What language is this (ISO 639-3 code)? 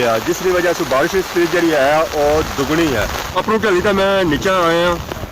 phr